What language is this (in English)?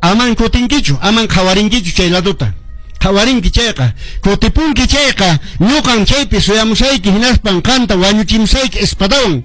Quechua